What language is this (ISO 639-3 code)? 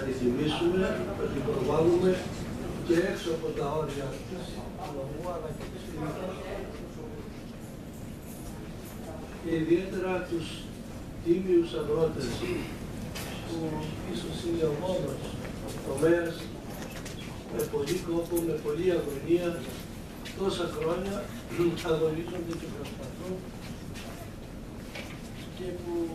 ell